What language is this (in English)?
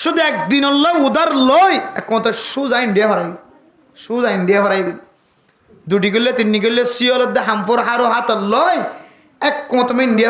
Rohingya